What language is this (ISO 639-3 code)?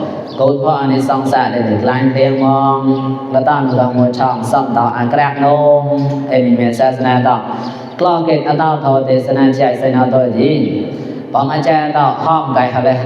mnw